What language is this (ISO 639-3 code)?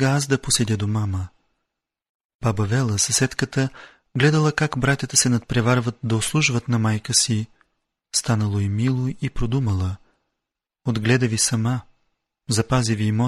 bul